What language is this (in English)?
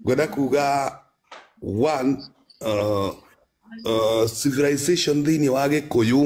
Kikuyu